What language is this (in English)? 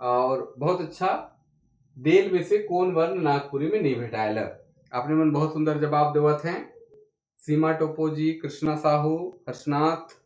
Sadri